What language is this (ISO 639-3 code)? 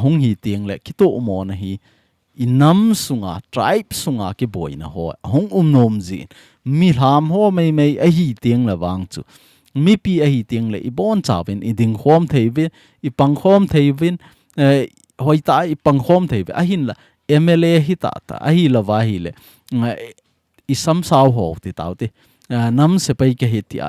tcz